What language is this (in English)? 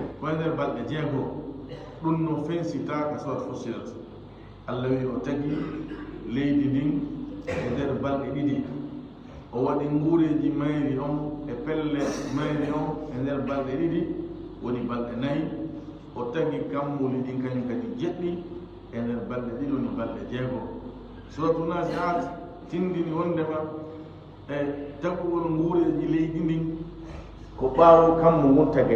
Fula